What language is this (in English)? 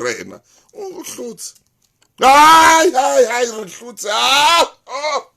Southern Sotho